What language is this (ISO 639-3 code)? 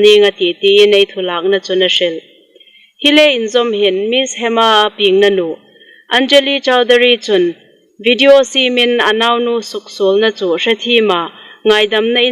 hmr